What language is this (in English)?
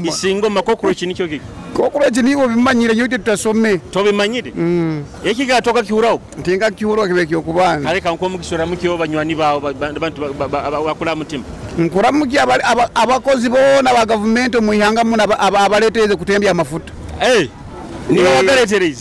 Nyoro